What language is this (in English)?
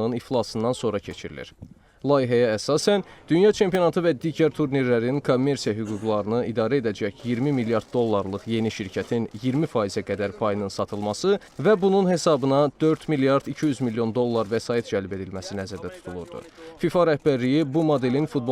Azerbaijani